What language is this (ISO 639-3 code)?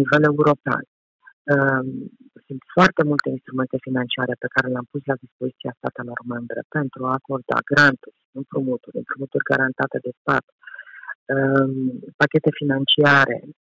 ron